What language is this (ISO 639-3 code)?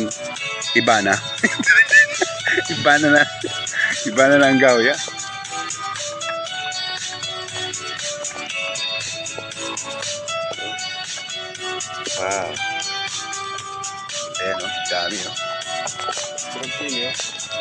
fil